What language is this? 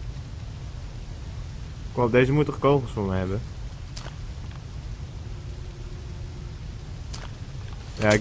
Dutch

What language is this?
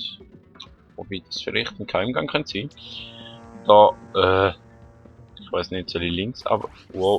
Swiss German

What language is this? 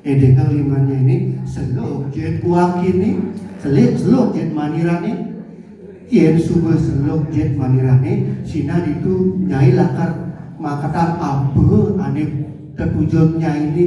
Balinese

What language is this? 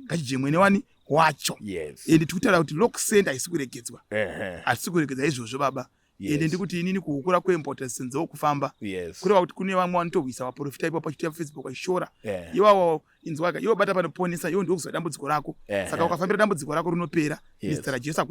Shona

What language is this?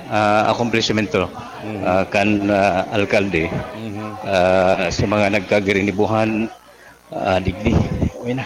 Bikol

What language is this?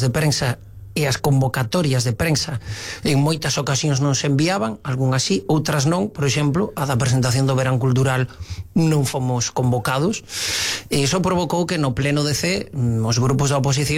Galician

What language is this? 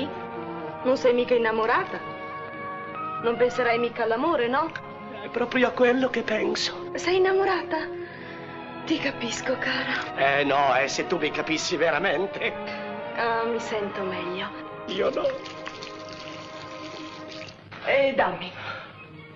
Italian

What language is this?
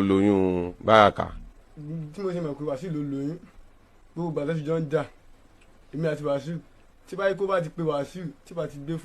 Yoruba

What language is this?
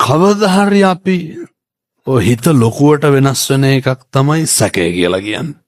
Sinhala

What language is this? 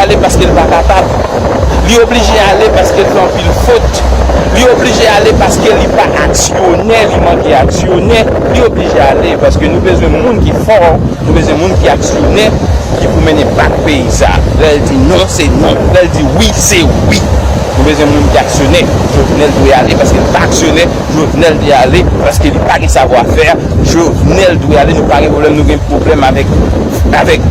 Haitian Creole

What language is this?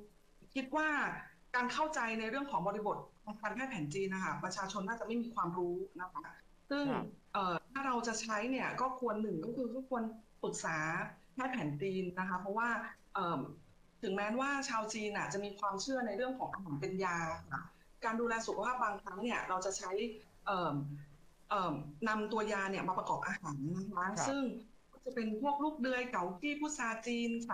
Thai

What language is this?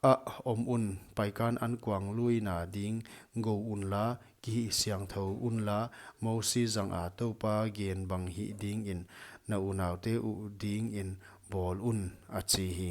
Paite Chin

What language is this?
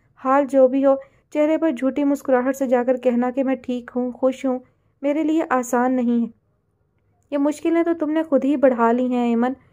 Urdu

